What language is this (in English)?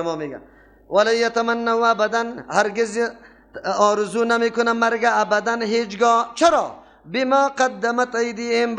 Persian